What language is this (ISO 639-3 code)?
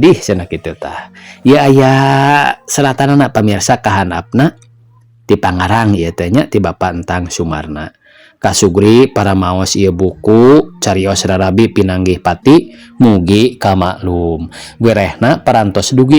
sun